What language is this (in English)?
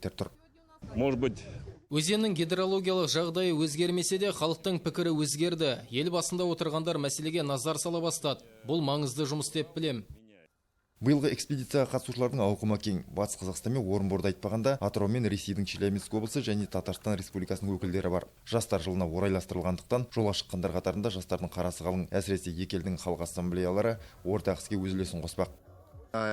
Kazakh